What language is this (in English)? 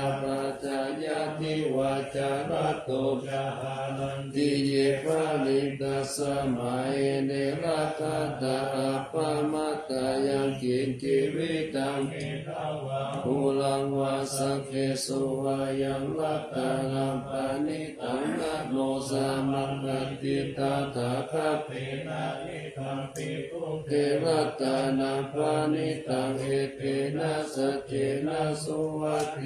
Pali